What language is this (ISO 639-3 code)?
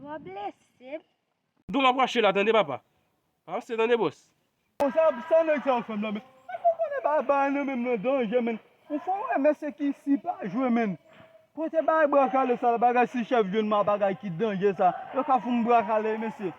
hat